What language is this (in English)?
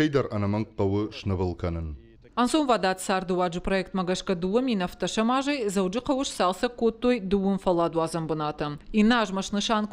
Ossetic